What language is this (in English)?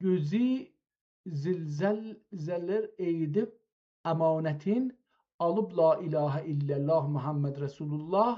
South Azerbaijani